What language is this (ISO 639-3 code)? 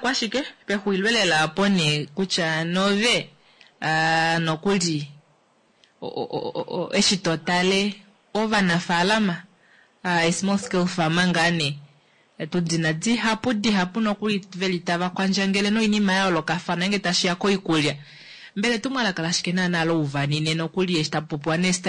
kua